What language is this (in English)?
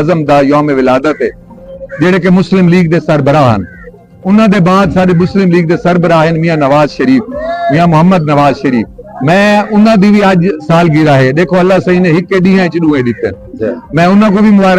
Saraiki